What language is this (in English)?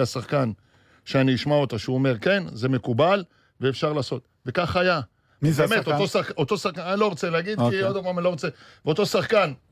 Hebrew